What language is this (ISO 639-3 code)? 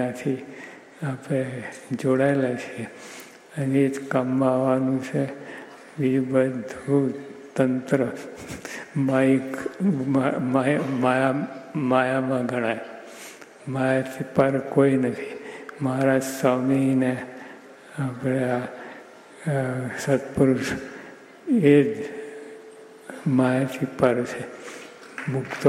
guj